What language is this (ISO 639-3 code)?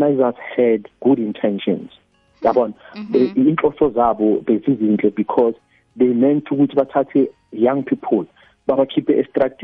nbl